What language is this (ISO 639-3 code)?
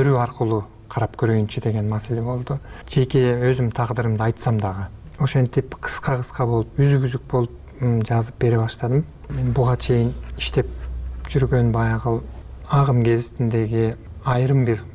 kir